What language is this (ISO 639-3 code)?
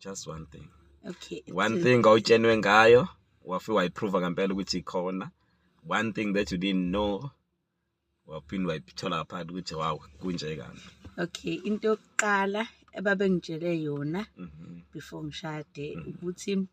zul